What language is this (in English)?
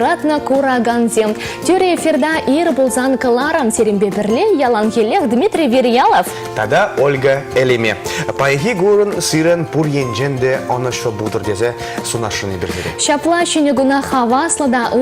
Chuvash